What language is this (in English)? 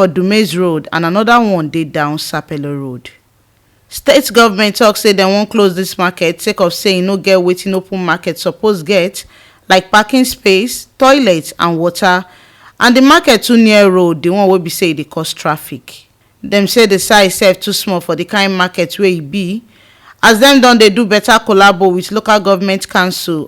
Nigerian Pidgin